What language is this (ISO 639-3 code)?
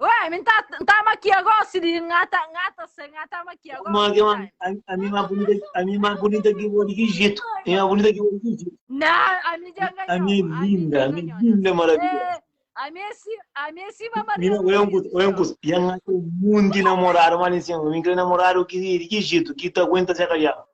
kea